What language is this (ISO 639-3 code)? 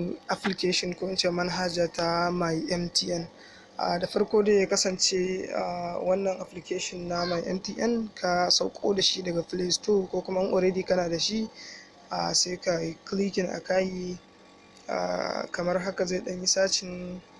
hau